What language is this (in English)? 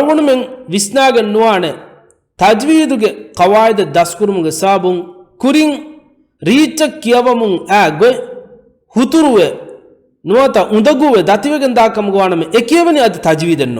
Divehi